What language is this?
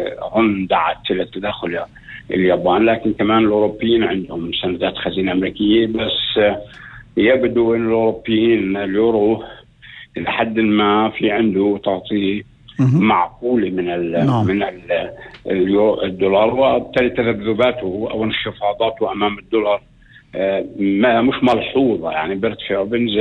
North Levantine Arabic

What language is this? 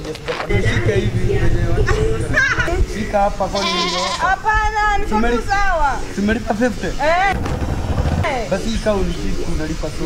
Swahili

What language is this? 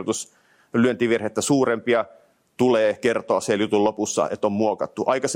Finnish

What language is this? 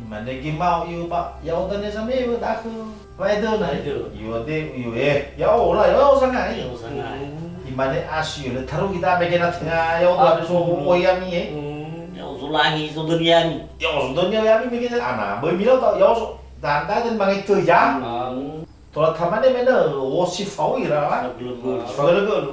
Nias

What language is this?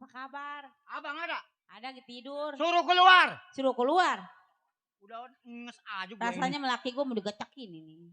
Betawi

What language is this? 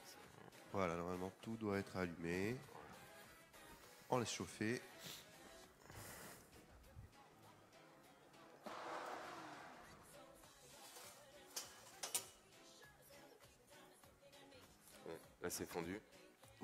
French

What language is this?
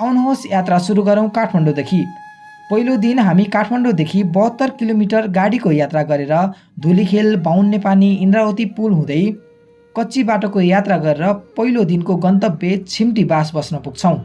Nepali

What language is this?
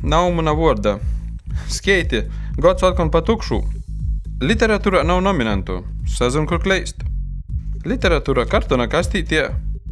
Latgalian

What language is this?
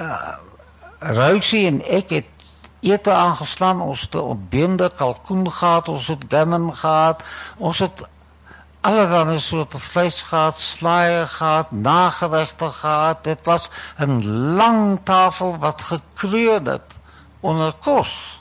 Afrikaans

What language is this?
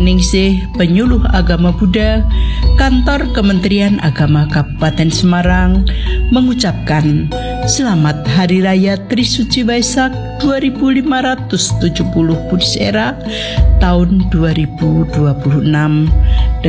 Indonesian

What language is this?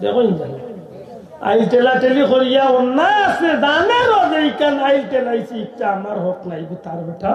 Sylheti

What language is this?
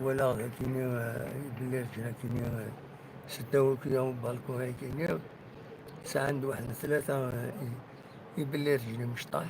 Kabyle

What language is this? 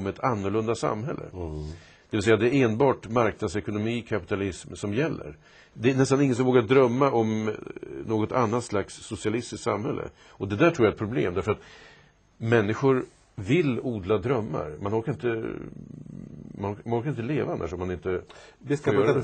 Swedish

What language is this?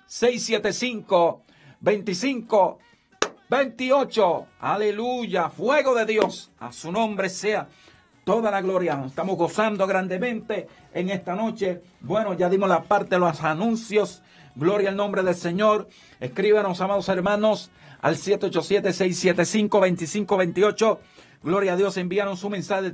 Spanish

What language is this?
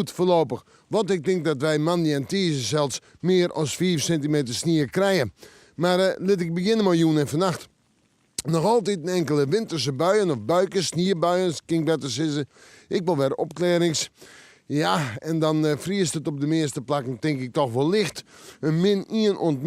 Western Frisian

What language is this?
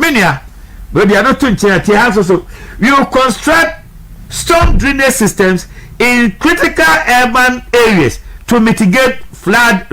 Akan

